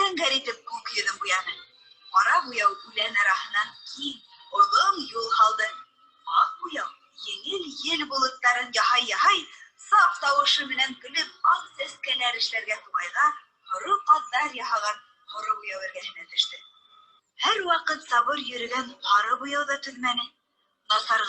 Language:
Bashkir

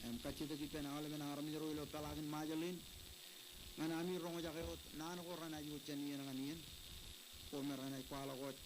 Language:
Marshallese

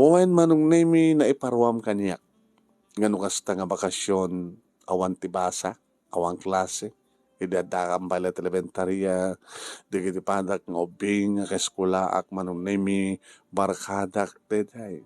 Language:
Iloko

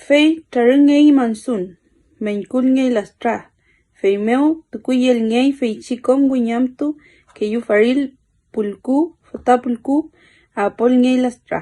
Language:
Mapuche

